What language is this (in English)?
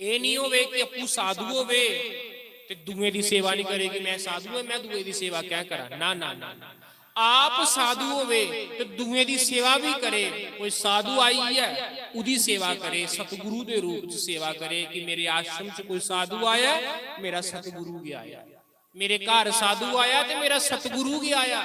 Dogri